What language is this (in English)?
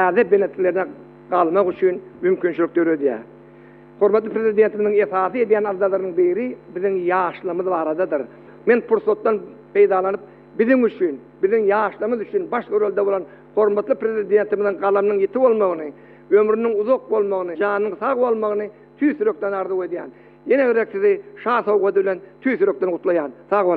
Turkmen